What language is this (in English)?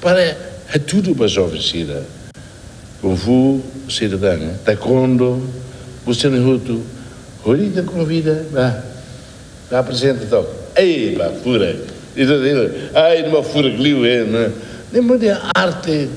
Tetum